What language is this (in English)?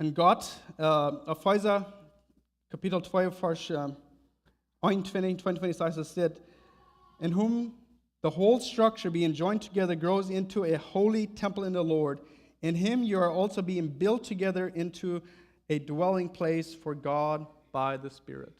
Plautdietsch